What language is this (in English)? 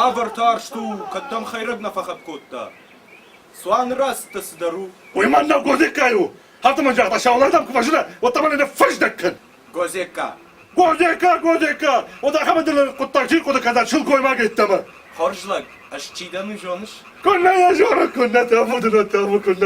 Ossetic